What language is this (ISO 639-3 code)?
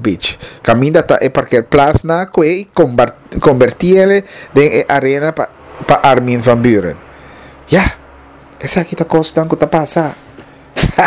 pap